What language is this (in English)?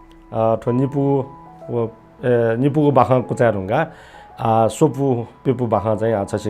Newari